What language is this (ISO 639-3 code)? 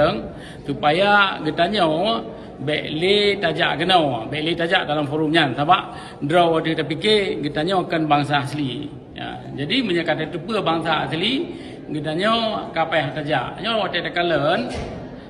ace